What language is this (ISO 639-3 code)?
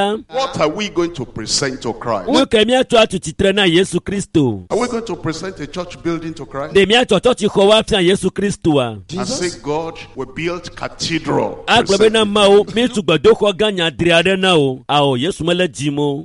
ewe